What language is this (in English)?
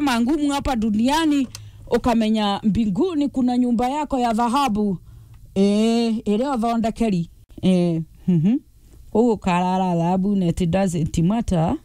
Meru